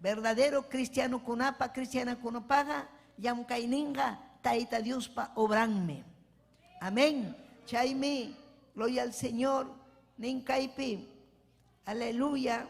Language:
Ayacucho Quechua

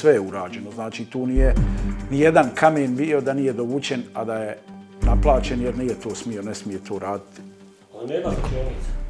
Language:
Bosnian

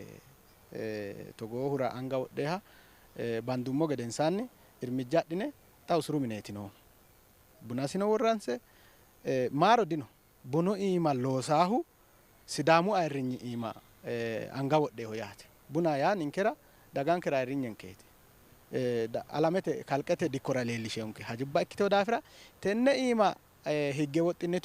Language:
Sidamo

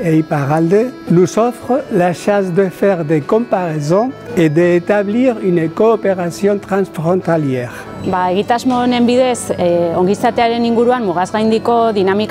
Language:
Basque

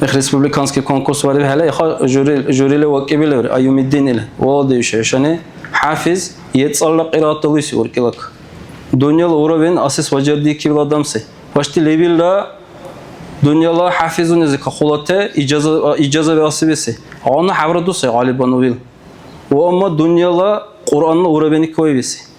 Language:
Dargwa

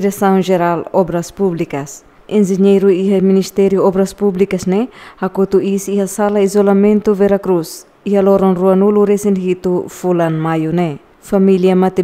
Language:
Tetum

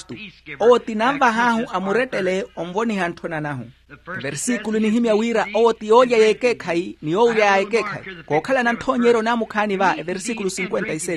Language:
Makhuwa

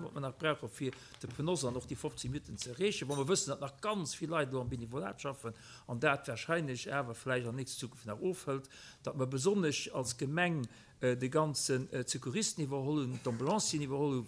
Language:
Luxembourgish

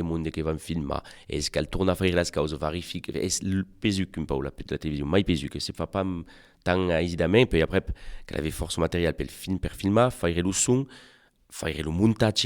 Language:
Occitan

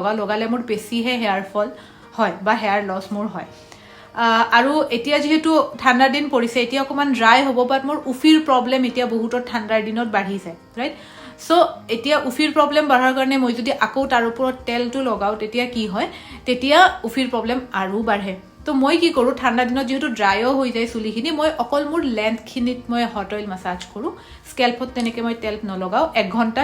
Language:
Assamese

